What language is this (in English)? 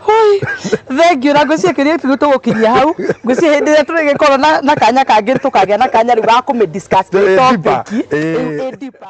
Kikuyu